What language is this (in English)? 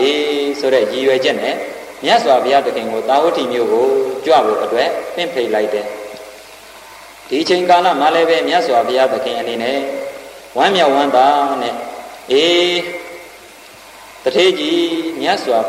Burmese